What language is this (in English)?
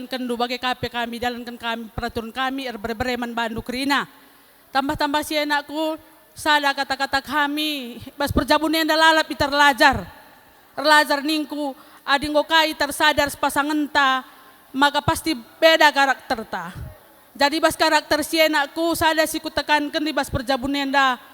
Batak Karo